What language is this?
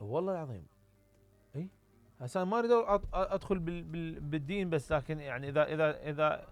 Mesopotamian Arabic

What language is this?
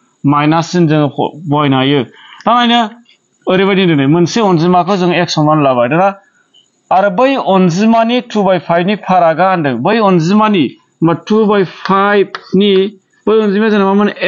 Bodo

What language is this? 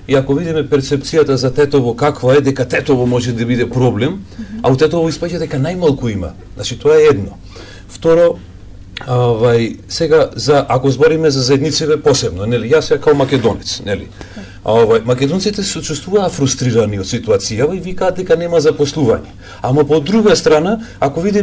Macedonian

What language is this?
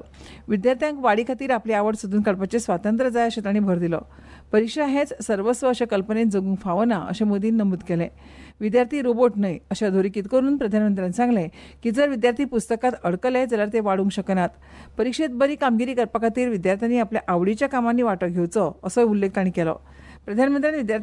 Konkani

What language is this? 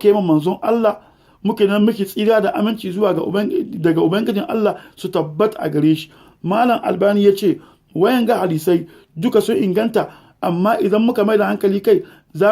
Hausa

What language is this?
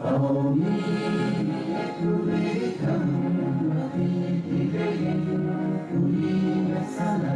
Divehi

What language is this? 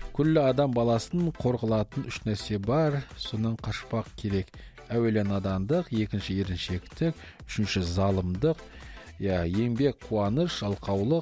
Kazakh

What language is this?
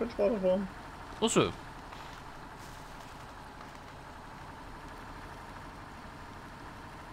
German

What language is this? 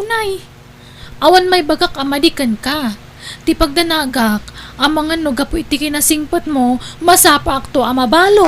Iloko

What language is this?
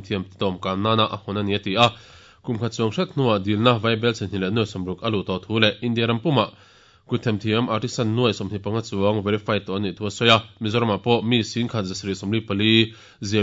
Mizo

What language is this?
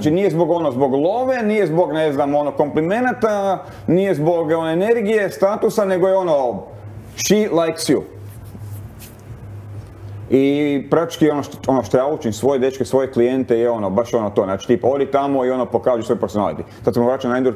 Croatian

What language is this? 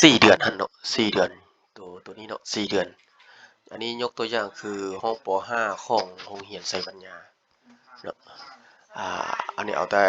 Lao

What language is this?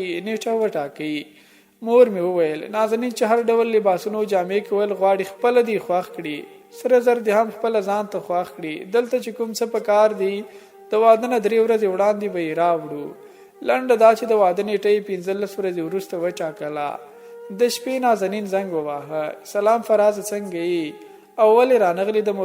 Pashto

